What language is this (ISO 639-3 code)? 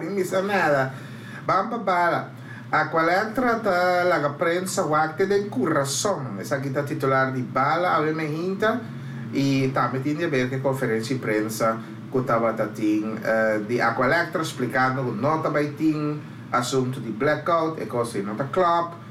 pap